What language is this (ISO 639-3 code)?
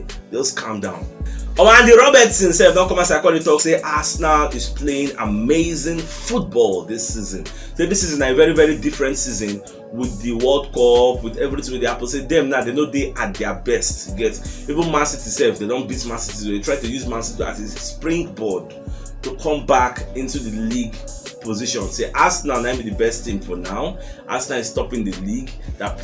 pcm